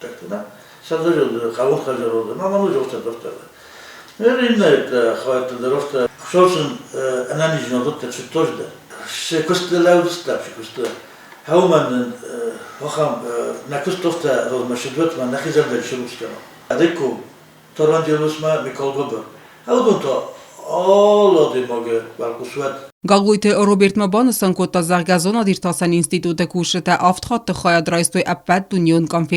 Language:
Ossetic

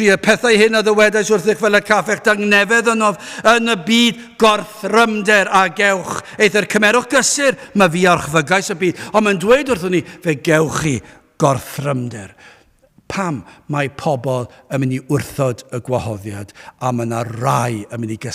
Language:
Welsh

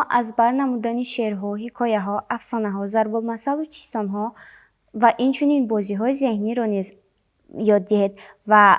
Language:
Tajik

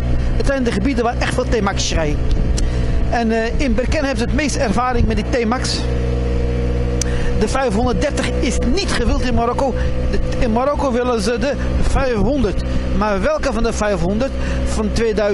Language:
Dutch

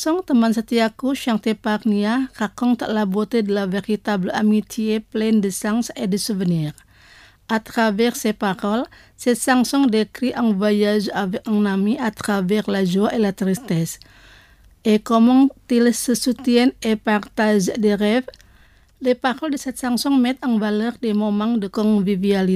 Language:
French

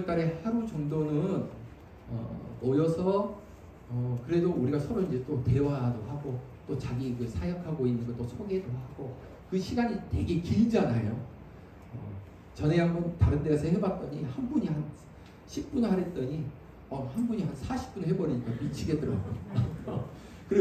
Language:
Korean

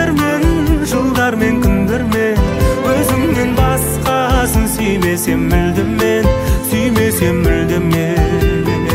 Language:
Kazakh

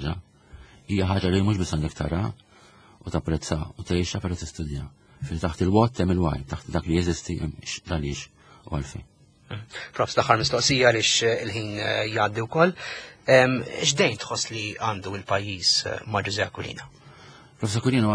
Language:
Maltese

